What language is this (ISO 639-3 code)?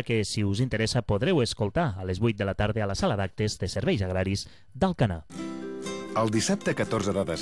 cat